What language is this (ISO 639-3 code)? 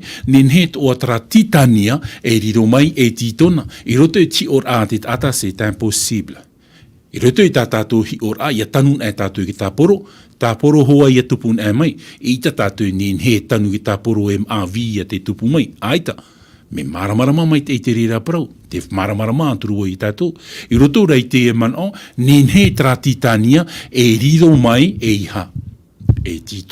tah